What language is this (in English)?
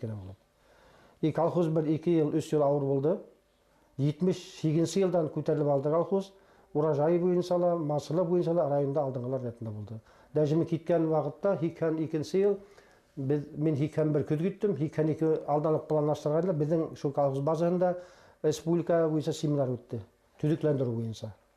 Bashkir